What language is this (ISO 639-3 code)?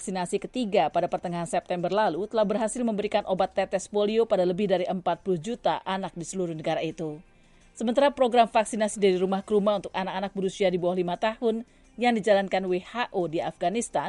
ind